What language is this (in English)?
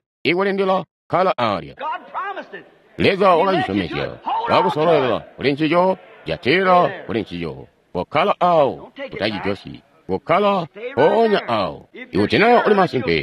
Tonga (Zambia)